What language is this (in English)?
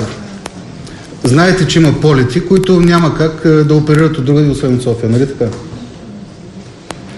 Bulgarian